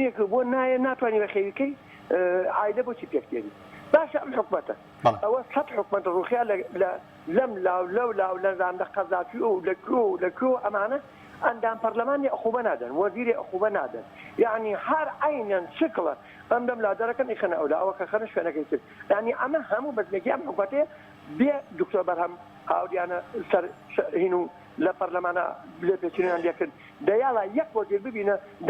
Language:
Central Kurdish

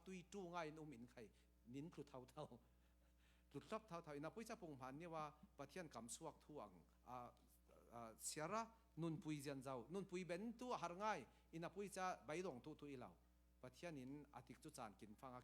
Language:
Falam Chin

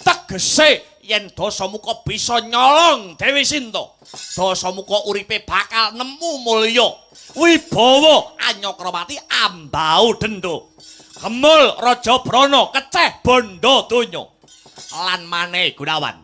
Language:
Javanese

